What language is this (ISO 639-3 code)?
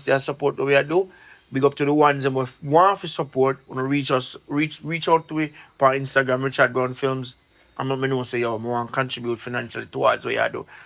jam